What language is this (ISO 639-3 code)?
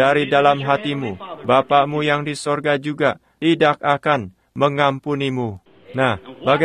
ind